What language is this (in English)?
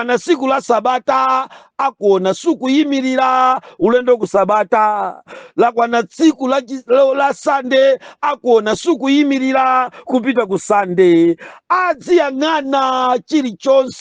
Nyanja